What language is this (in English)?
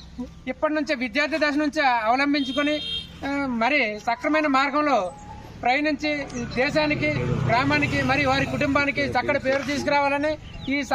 Telugu